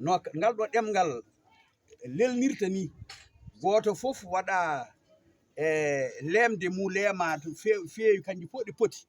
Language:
Fula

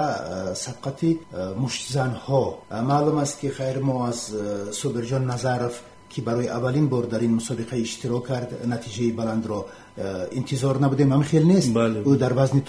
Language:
Tajik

